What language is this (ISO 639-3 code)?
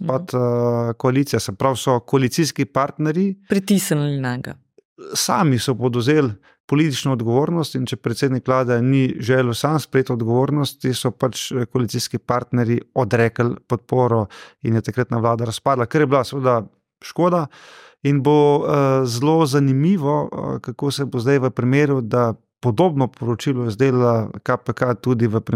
slv